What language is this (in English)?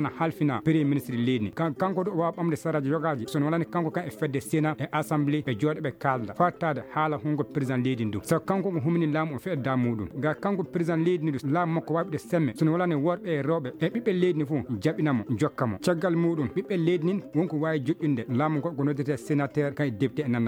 Fula